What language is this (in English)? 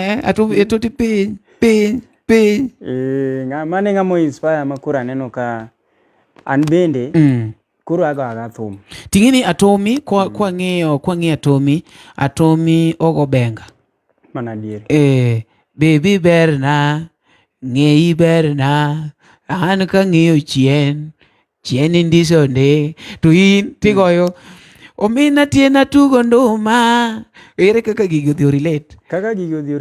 Luo (Kenya and Tanzania)